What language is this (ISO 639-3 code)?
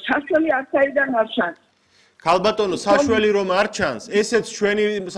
kat